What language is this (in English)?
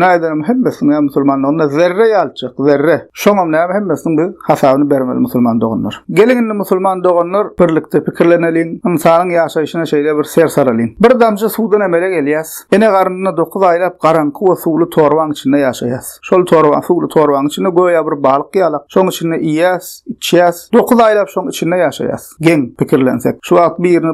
Turkmen